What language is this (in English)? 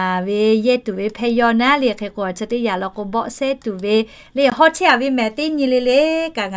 Lahu